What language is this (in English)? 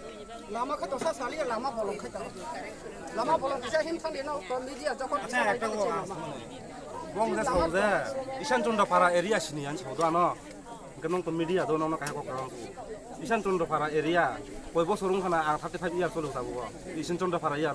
Riang (India)